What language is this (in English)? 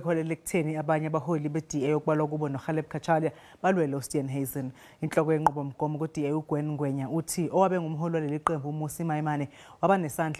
Zulu